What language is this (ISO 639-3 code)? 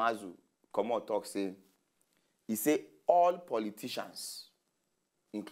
pcm